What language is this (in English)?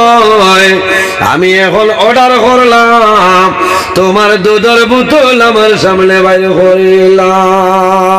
Sylheti